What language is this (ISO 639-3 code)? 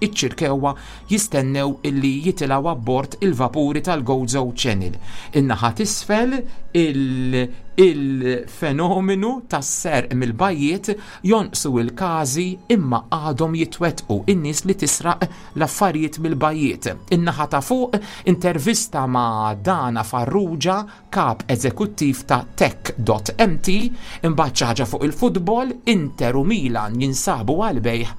mlt